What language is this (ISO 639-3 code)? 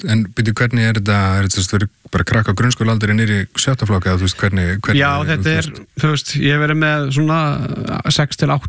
isl